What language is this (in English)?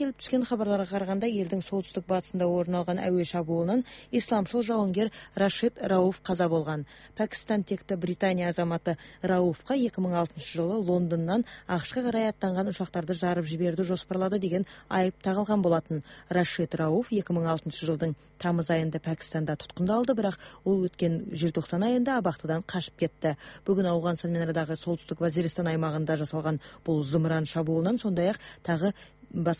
Kyrgyz